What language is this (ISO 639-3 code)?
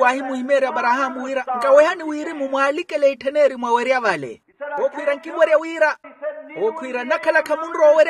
vmw